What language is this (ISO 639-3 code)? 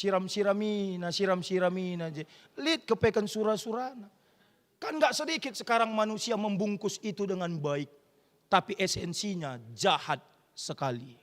btx